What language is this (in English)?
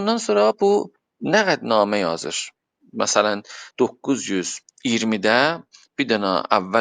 South Azerbaijani